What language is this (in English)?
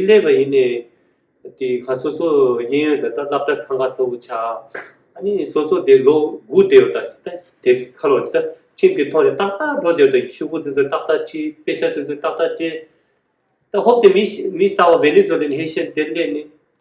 Tibetan